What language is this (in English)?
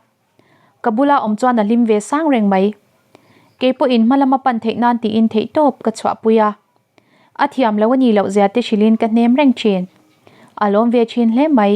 Mizo